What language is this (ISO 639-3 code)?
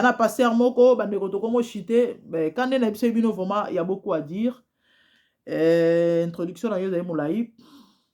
lin